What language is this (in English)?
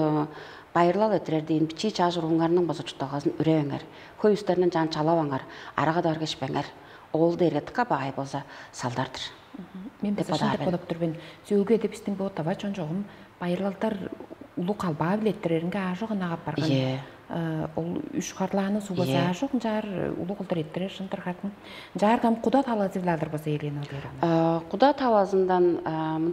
Tuvinian